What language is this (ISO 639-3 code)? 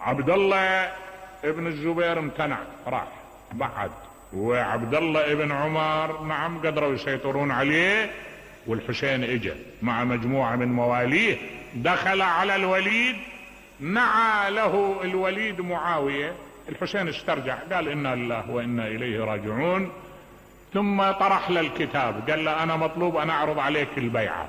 acm